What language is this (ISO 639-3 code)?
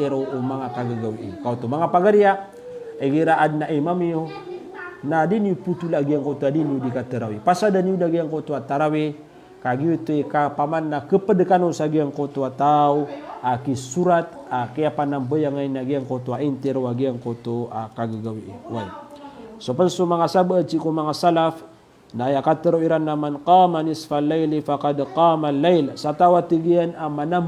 mrw